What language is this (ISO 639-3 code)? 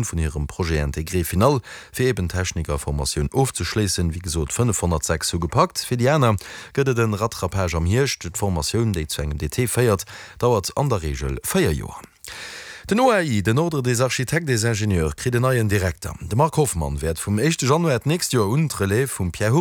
ltz